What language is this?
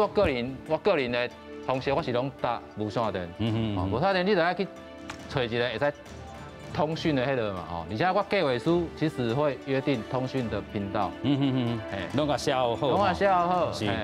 Min Nan Chinese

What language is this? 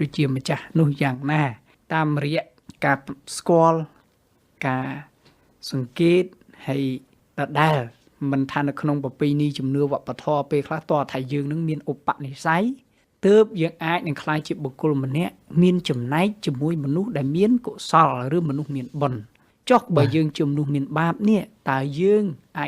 Khmer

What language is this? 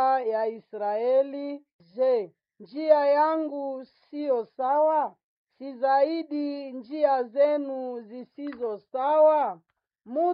Swahili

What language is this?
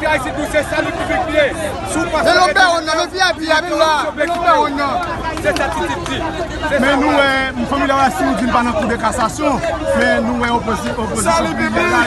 Haitian Creole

